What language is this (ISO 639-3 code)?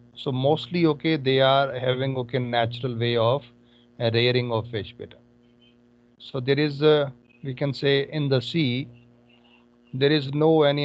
eng